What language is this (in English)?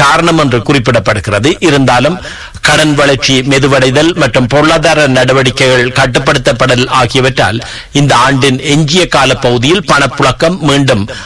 Tamil